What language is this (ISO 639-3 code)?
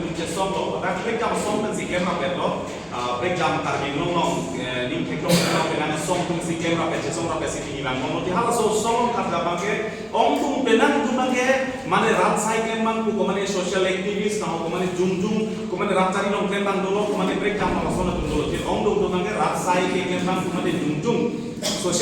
mjw